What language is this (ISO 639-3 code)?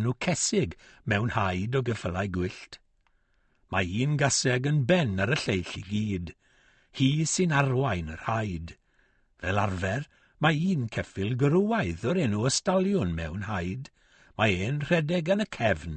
cym